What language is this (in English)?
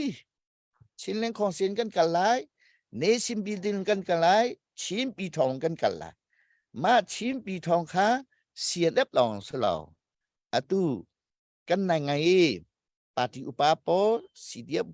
Hakha Chin